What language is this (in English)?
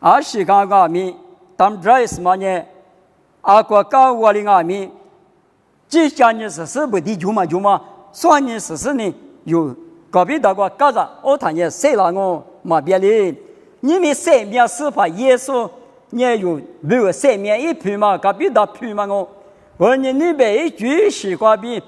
Lisu